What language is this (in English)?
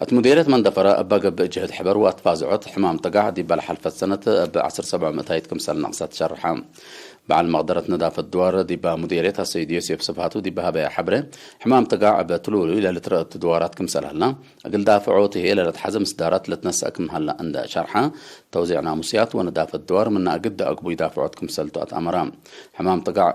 Tigre